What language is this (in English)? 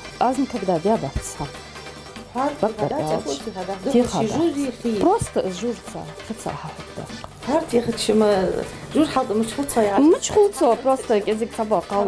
Ingush